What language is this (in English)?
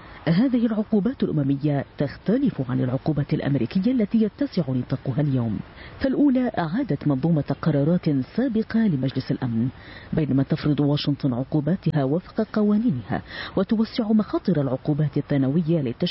Arabic